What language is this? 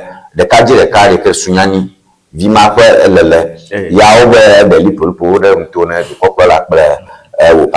Ewe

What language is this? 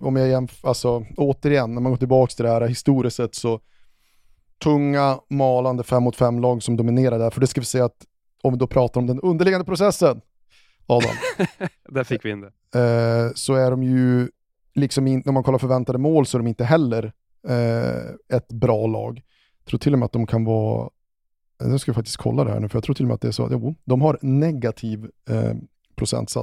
Swedish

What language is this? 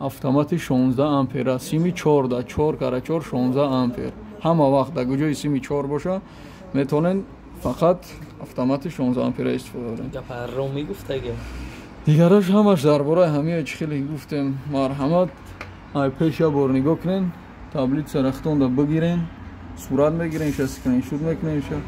Tajik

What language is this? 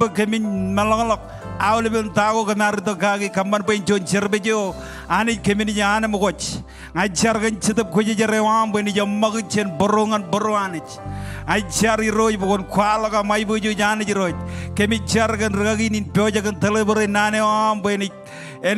Marshallese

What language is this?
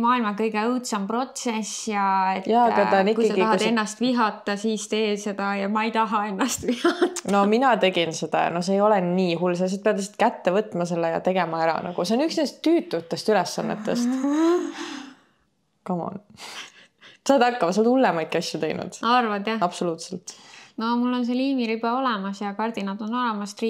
Estonian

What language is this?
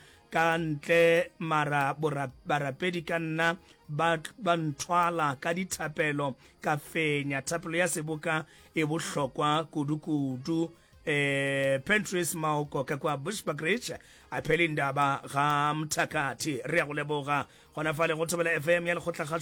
Northern Sotho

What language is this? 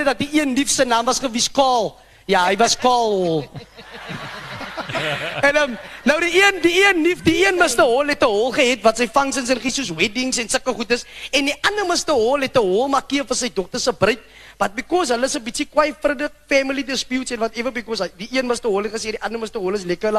Afrikaans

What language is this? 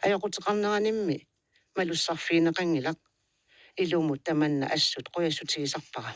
Kalaallisut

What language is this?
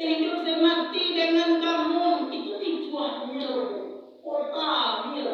Minangkabau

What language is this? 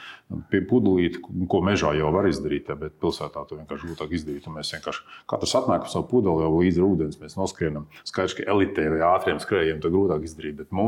Latvian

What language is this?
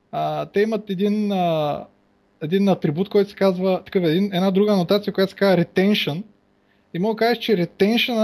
Bulgarian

